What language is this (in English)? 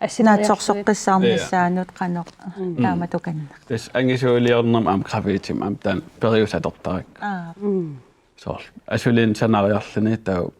Kalaallisut